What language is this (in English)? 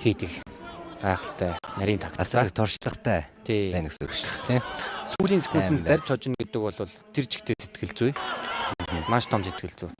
Mongolian